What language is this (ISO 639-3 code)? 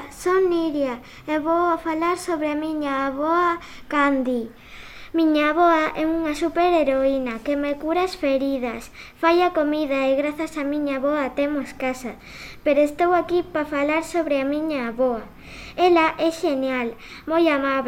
glg